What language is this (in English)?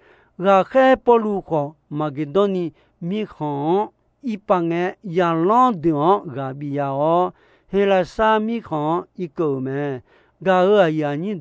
Akha